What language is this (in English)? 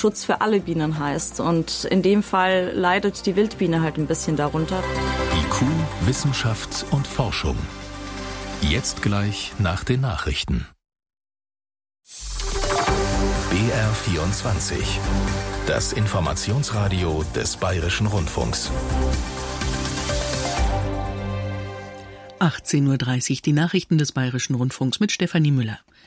German